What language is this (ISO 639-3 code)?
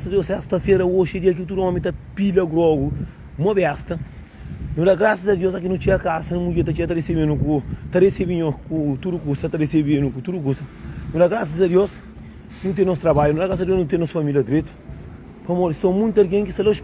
kea